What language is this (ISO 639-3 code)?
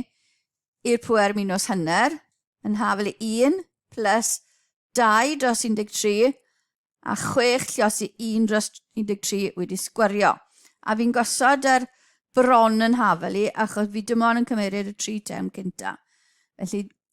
cym